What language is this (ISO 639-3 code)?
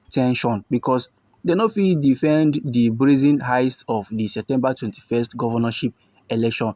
pcm